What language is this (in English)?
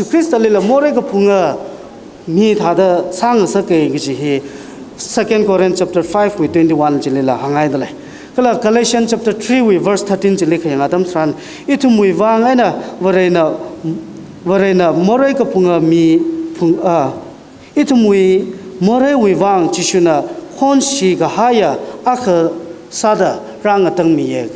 Tangkhul Naga (India)